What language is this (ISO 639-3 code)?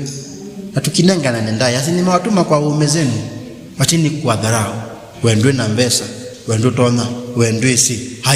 kam